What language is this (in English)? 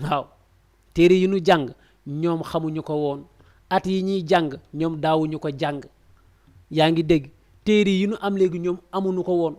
Wolof